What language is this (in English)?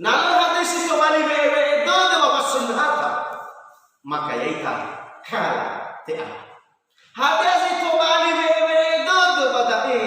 Nias